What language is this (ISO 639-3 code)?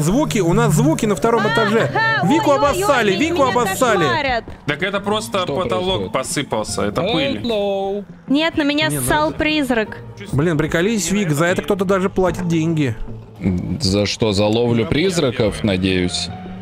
rus